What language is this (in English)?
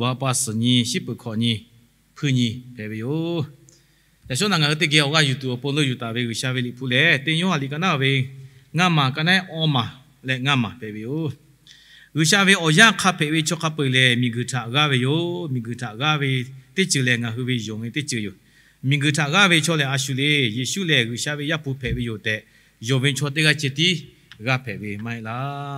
Lahu